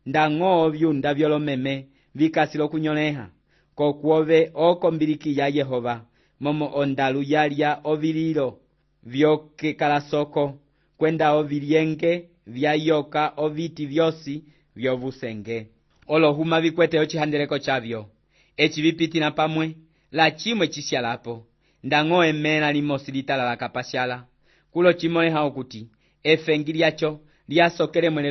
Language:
Umbundu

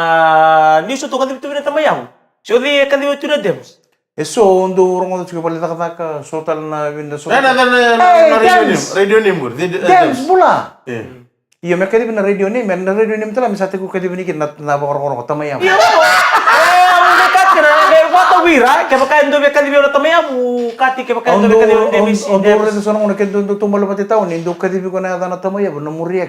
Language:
Fijian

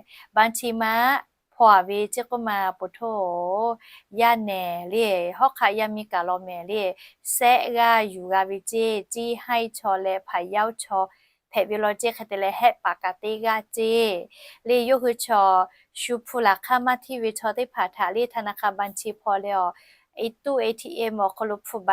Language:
Lahu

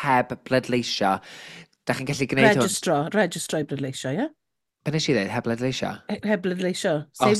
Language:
Welsh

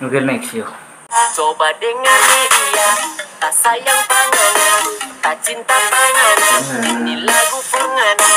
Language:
Manado Malay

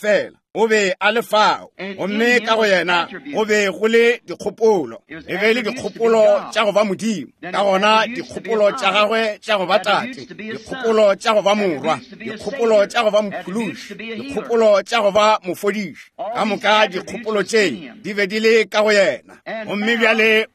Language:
Northern Sotho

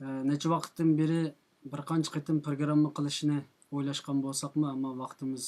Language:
Uyghur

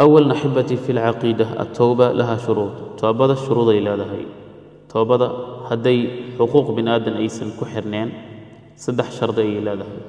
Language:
Somali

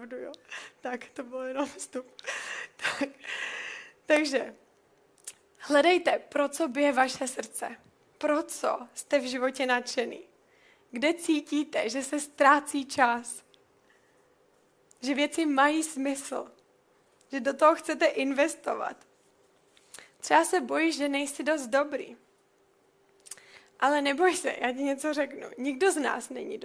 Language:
Czech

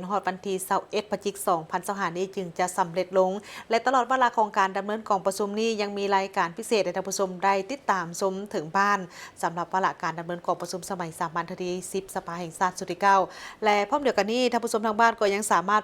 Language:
Lao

